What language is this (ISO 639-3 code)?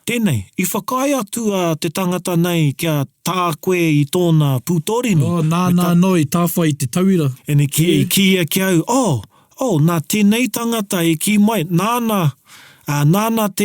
mri